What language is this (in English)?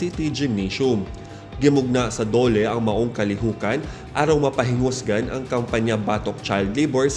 Cebuano